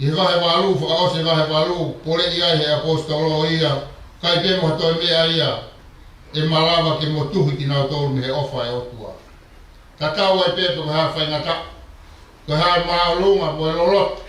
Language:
Tongan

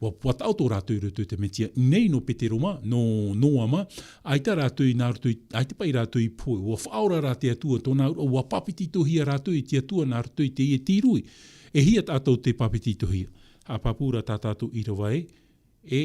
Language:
Tahitian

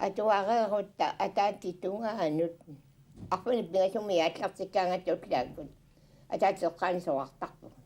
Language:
Kalaallisut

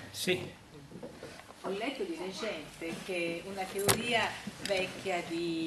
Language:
Italian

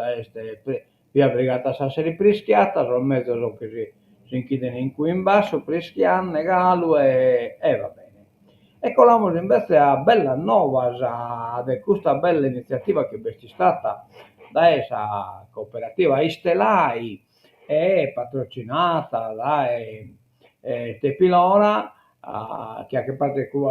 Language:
Sardinian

